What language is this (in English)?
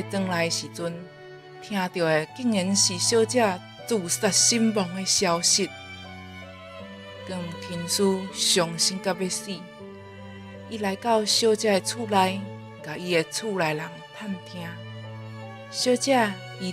Min Nan Chinese